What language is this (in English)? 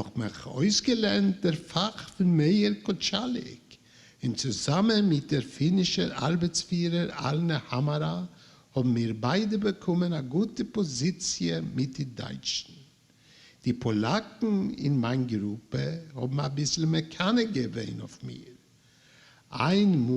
Yiddish